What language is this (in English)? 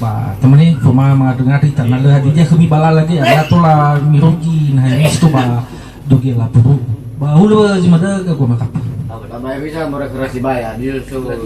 Nias